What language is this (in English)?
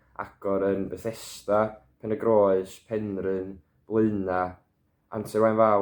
Welsh